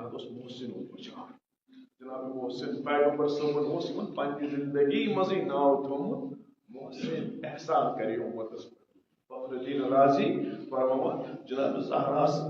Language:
Kashmiri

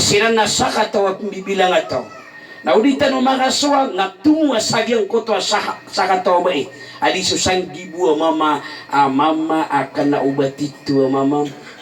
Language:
Maranao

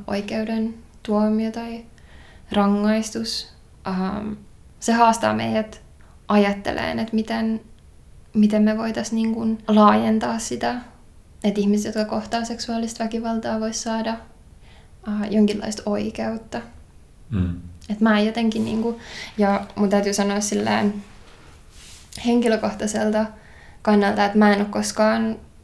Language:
Finnish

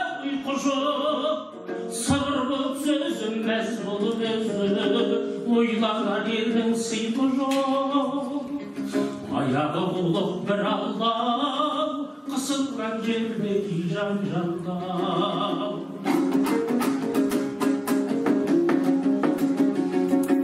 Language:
Kazakh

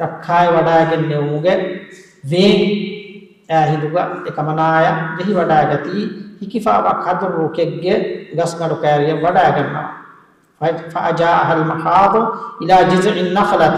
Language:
Divehi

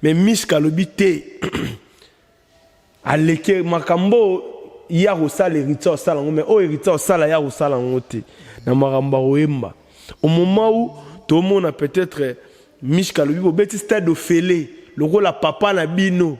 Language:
Lingala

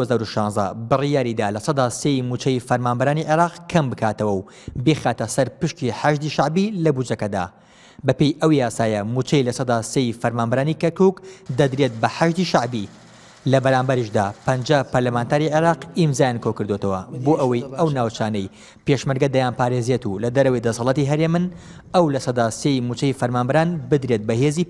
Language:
Central Kurdish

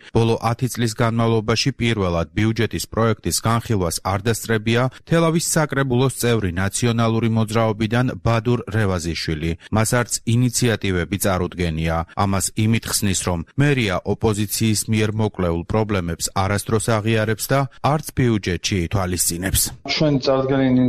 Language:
Georgian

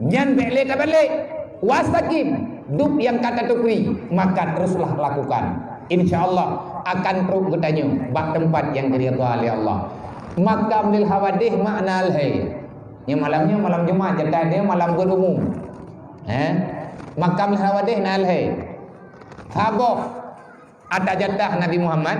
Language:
Achinese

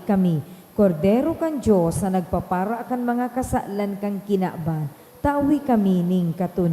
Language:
Bikol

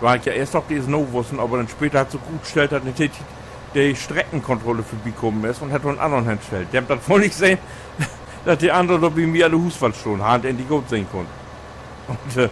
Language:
Low German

